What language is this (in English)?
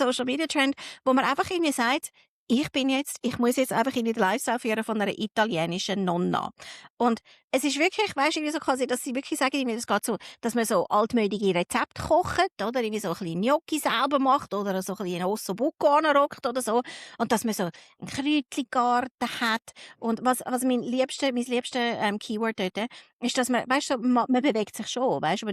Swiss German